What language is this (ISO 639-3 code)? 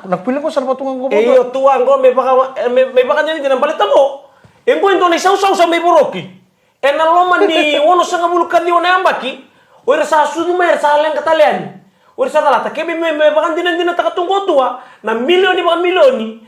fij